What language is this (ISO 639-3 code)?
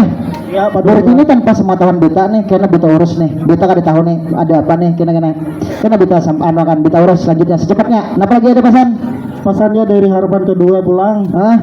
bjn